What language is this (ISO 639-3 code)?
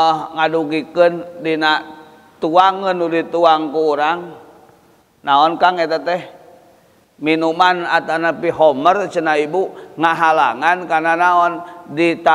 sun